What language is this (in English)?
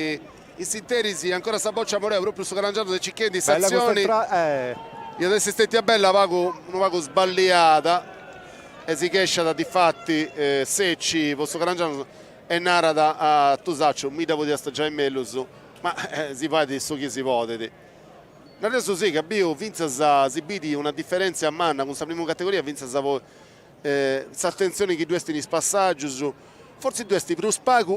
Sardinian